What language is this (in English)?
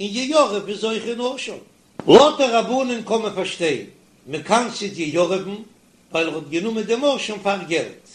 Yiddish